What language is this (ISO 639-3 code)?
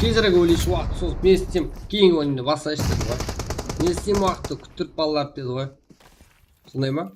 kaa